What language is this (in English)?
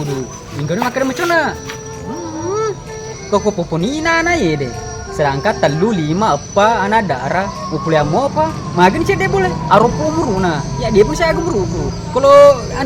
Buginese